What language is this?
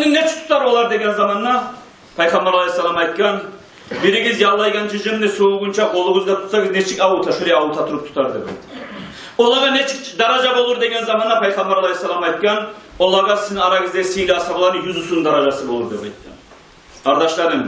Kumyk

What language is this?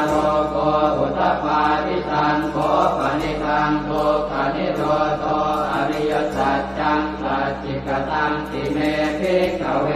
Pali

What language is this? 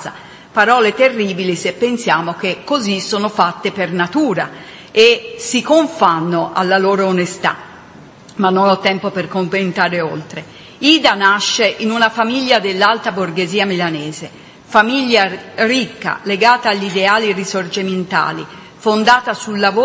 Italian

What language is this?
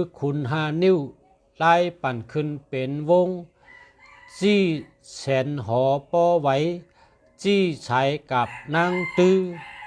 Shan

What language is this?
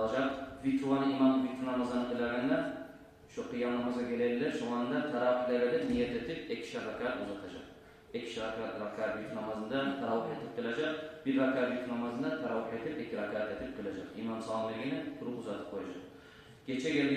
Kumyk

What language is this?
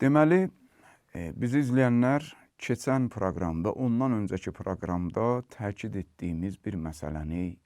Azerbaijani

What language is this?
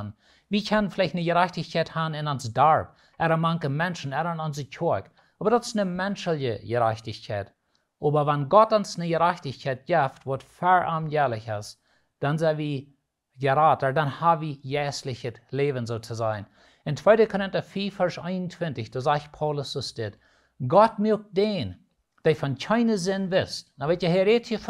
Plautdietsch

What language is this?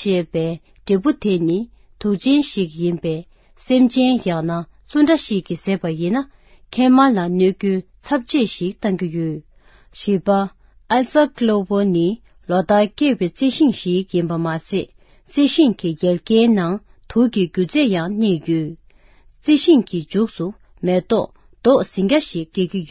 Tibetan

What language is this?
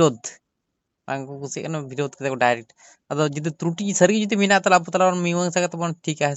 Santali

